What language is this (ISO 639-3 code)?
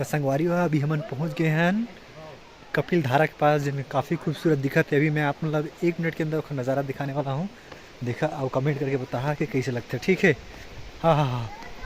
hne